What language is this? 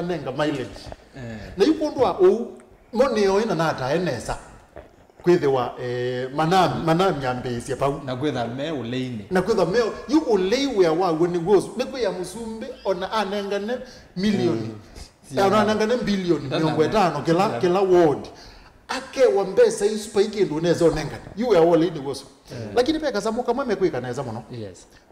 Kamba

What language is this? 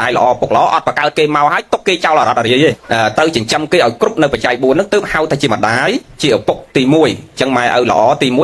Khmer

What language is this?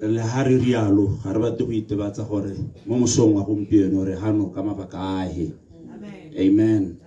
Tswana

